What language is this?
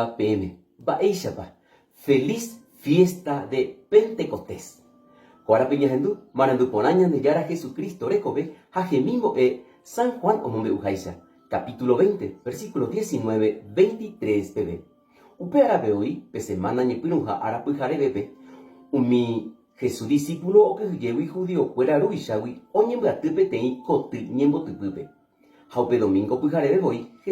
Guarani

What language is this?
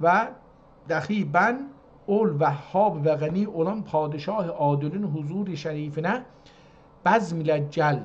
South Azerbaijani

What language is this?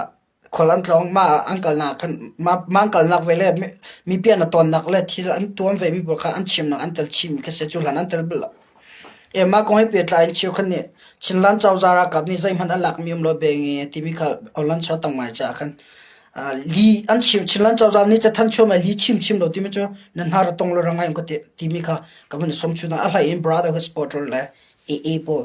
Hakha Chin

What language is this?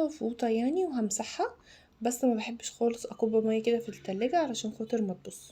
Egyptian Arabic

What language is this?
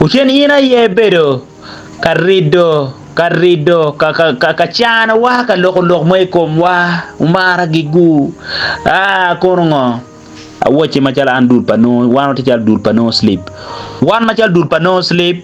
Acoli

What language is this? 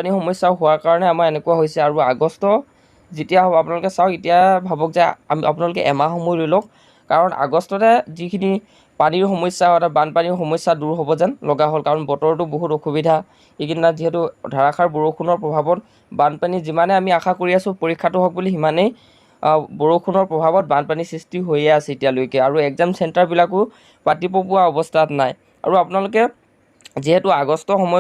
Assamese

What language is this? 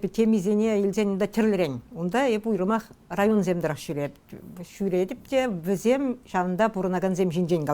Chuvash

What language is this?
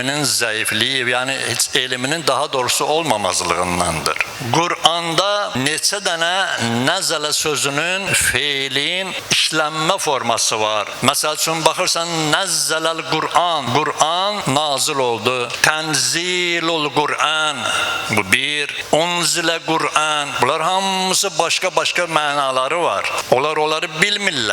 Azerbaijani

